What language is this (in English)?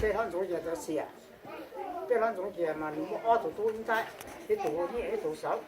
Hmong